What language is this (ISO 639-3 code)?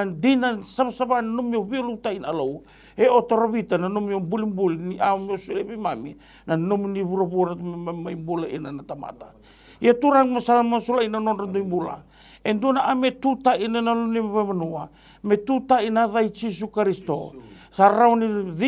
fij